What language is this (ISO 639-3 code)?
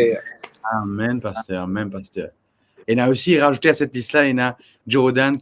mfe